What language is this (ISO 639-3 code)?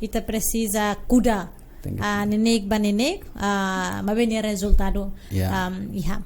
tet